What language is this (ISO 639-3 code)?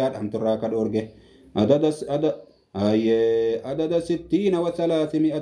orm